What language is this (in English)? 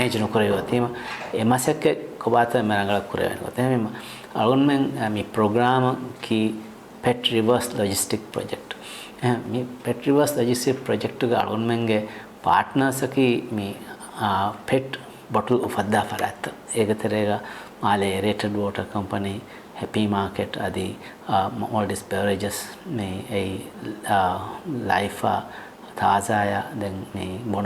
Divehi